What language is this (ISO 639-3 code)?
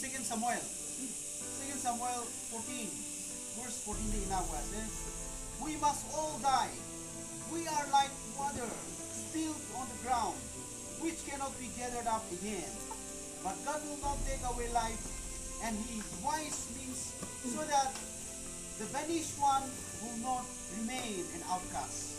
nag